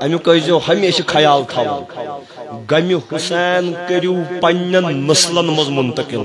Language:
Kashmiri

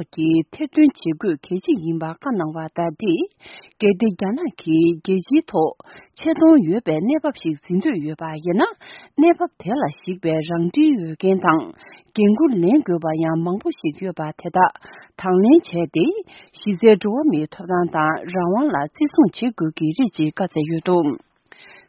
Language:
Tibetan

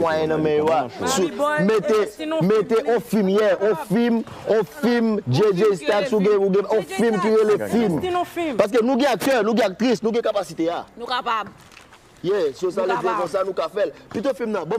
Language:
Haitian Creole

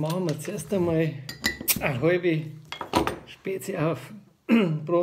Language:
Bavarian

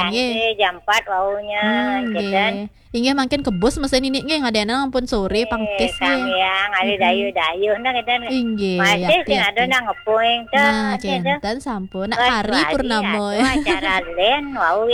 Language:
Balinese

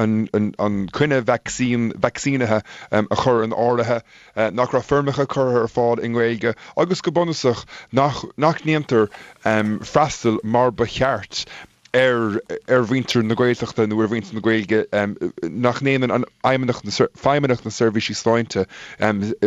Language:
Irish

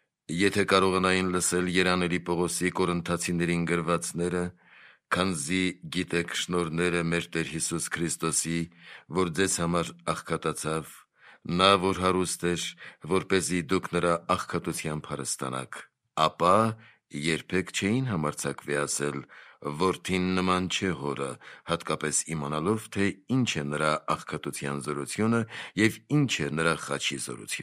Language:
Armenian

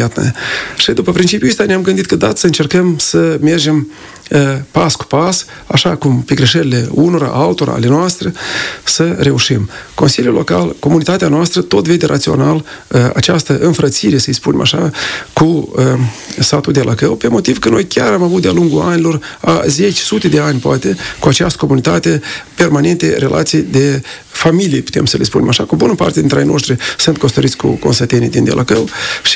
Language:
Romanian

